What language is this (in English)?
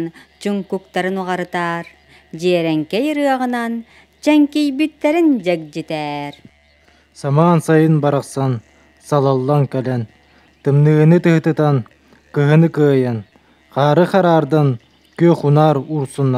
Yakut